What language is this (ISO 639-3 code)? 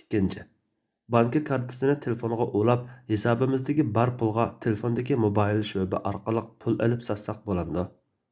uig